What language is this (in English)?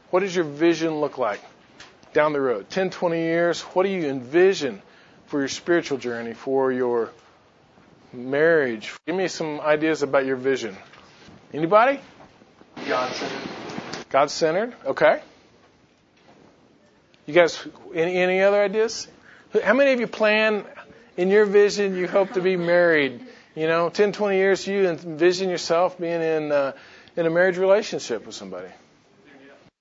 English